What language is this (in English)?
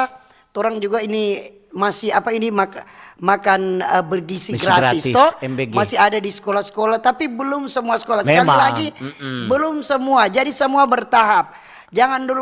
Manado Malay